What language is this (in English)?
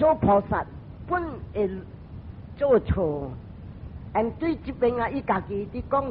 Min Nan Chinese